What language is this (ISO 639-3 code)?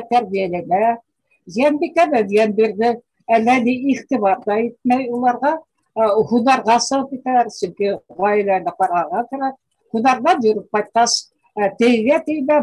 bak